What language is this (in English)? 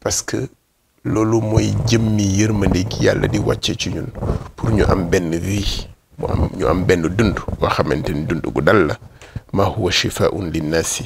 Wolof